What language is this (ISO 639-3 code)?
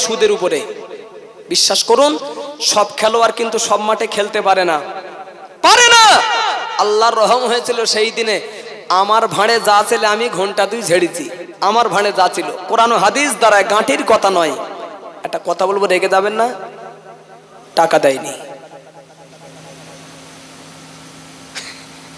ben